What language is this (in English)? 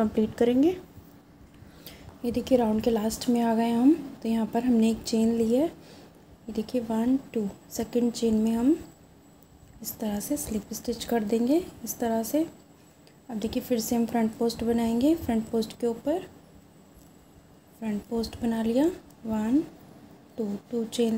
Hindi